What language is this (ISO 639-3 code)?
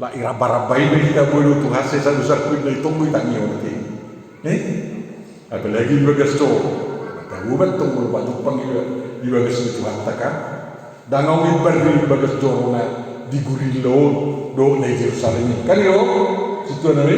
bbc